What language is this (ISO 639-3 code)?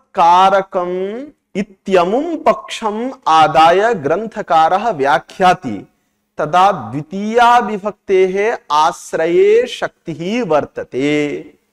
san